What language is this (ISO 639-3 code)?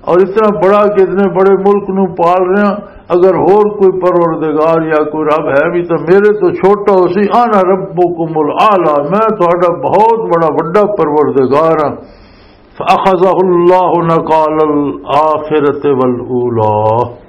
lah